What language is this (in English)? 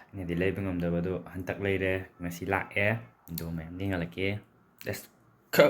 Manipuri